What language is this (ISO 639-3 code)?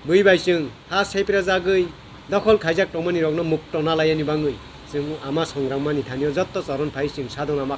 ria